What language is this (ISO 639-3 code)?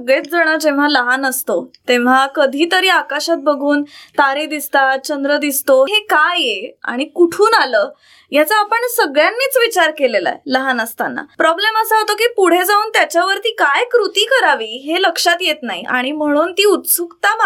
mar